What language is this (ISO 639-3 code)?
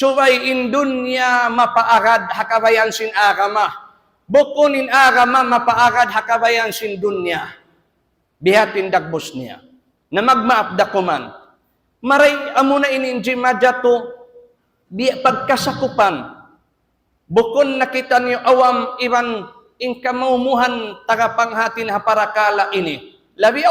tsg